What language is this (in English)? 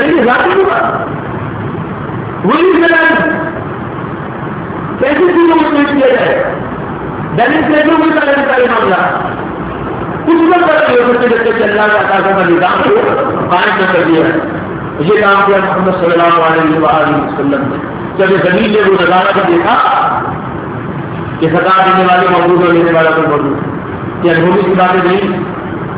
Urdu